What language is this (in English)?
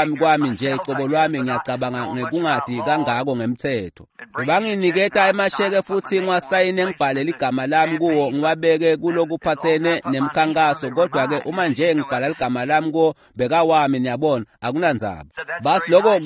Swati